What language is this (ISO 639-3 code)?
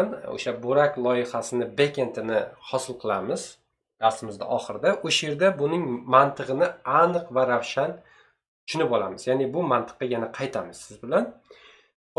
uzb